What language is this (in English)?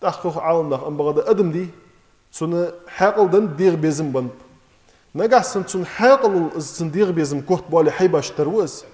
Ingush